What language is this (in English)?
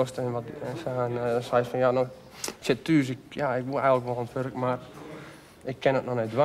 Western Frisian